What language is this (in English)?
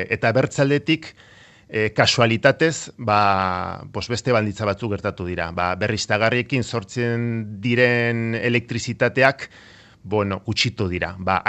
Basque